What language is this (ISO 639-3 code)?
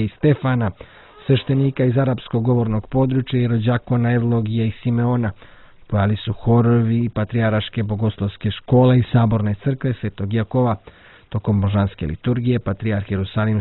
srp